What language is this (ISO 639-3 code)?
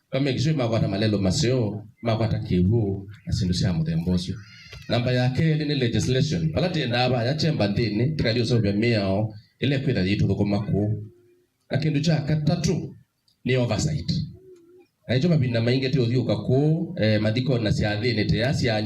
kam